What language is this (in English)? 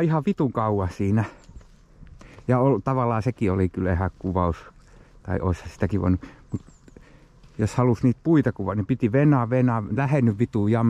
Finnish